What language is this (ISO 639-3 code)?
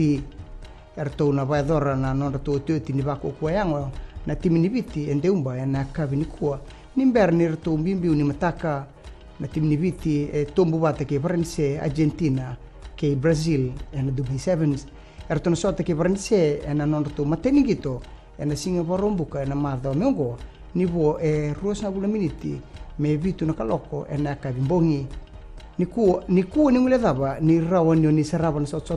fij